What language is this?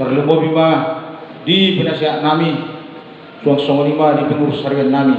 Batak Toba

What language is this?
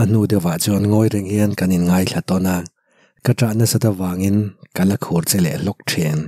Mizo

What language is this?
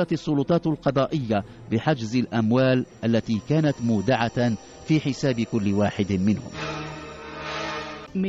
Arabic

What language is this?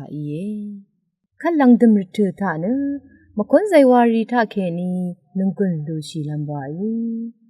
Rawang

